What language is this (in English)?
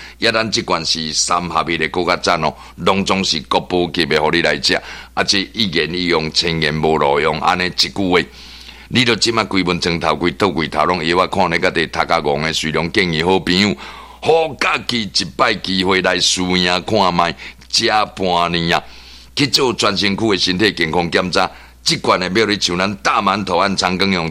Min Nan Chinese